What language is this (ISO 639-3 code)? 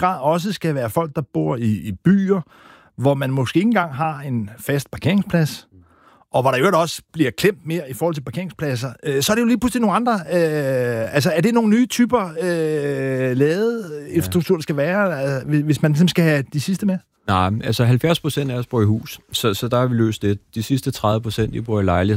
dan